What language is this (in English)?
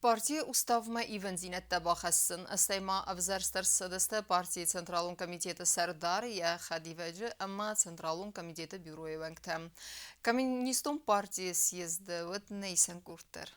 Ossetic